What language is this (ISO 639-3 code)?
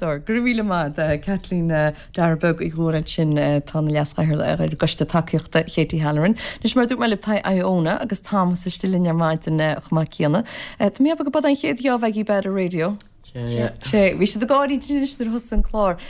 gle